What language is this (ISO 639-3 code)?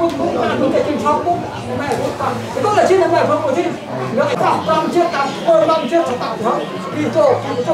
cmo